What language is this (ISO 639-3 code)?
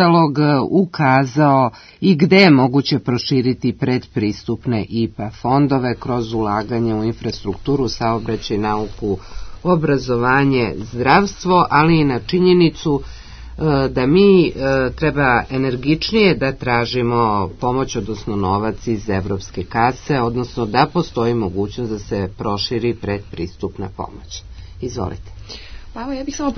srp